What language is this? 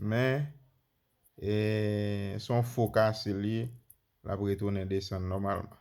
Haitian Creole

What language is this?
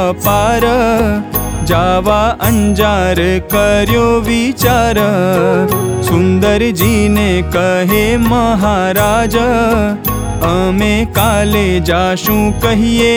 Gujarati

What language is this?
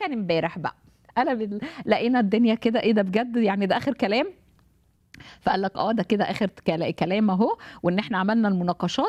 Egyptian Arabic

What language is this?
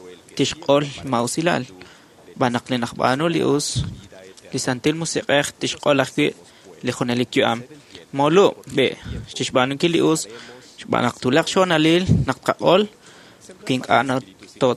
Kekchí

